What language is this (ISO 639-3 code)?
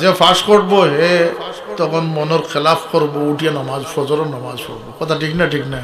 syl